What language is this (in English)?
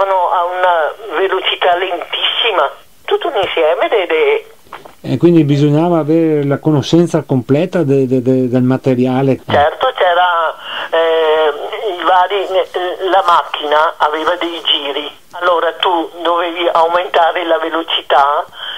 Italian